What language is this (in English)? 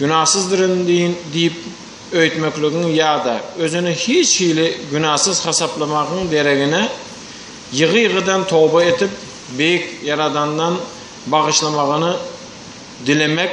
Turkmen